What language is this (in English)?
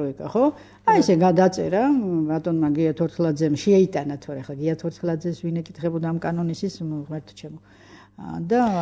Georgian